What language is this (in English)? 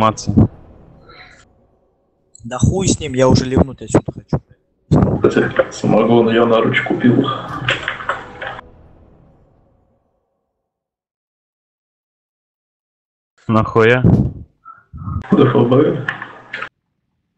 Russian